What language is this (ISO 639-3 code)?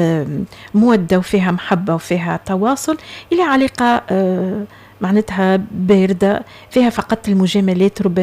aeb